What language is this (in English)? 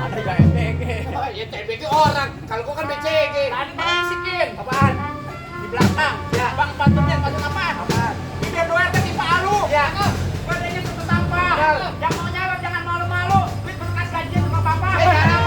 Betawi